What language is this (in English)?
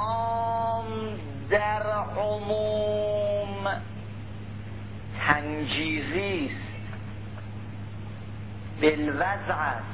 Persian